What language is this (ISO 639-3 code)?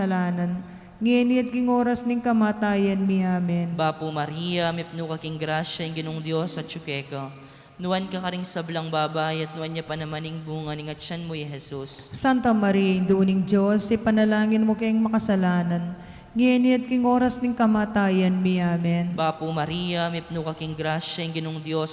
pam